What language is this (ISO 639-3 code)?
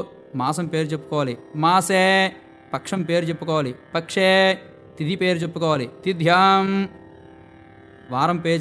tel